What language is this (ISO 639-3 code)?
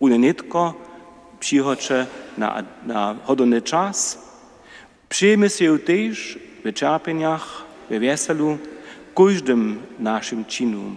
hsb